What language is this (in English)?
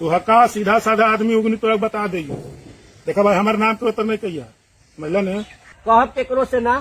Magahi